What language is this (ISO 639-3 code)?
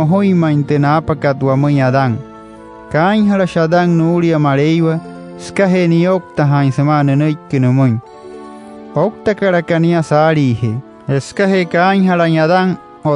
guc